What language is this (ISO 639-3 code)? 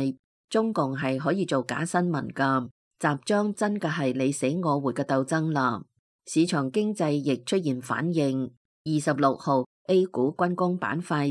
yue